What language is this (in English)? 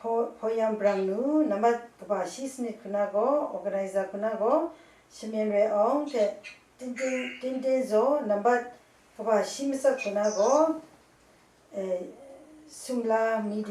Kachin